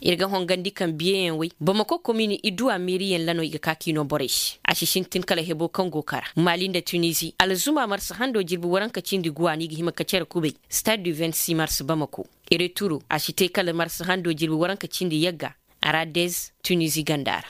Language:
Koyraboro Senni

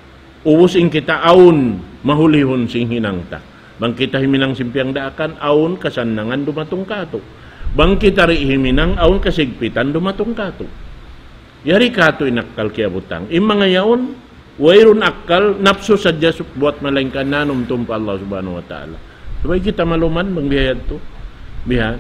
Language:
Tausug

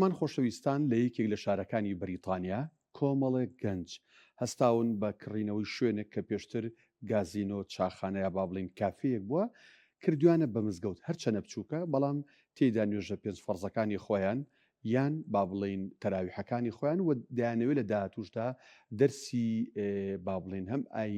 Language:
Central Kurdish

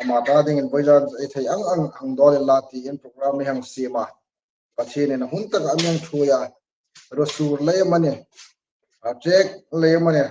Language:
Hmar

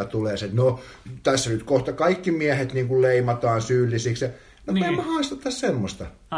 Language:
Finnish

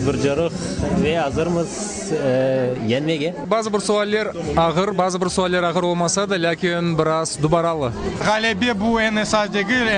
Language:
Crimean Tatar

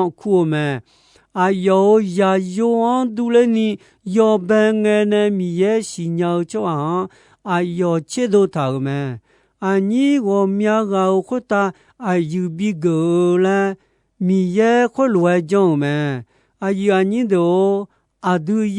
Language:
Akha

